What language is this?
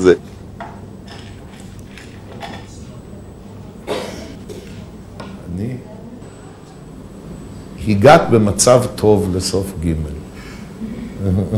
Hebrew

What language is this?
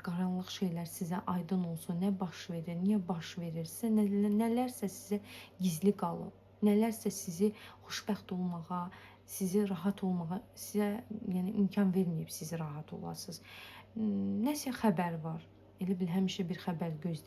Azerbaijani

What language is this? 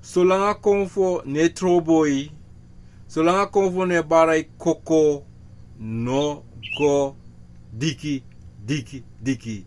Sranan Tongo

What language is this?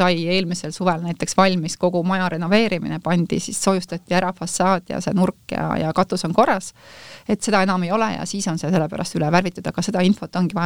Estonian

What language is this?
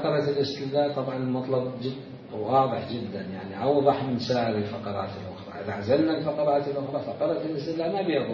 Mesopotamian Arabic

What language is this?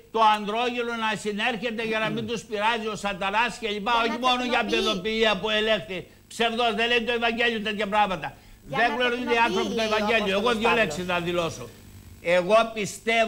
Greek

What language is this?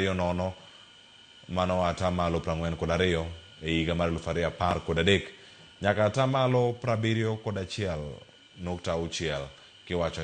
Luo (Kenya and Tanzania)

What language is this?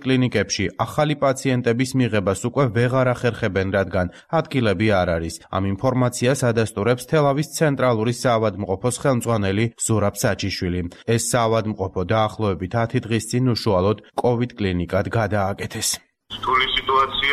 Georgian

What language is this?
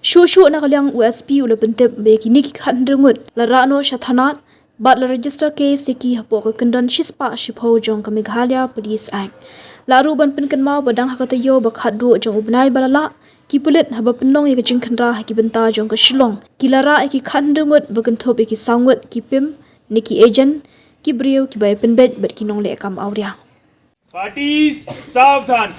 Khasi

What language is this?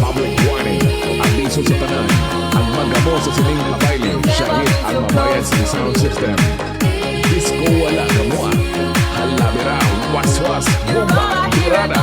Hiligaynon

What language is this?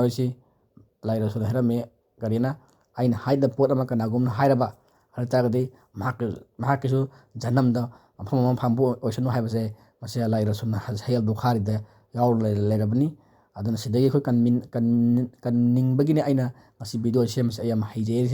Manipuri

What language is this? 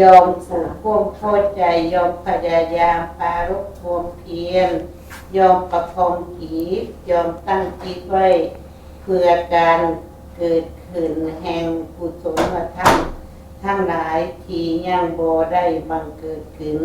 Northeastern Thai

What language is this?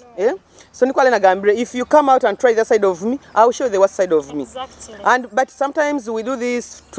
Nyoro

